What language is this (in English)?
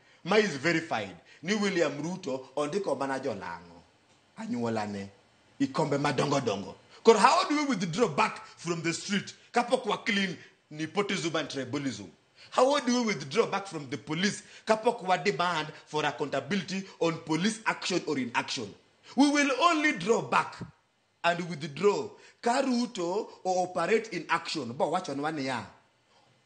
Luo (Kenya and Tanzania)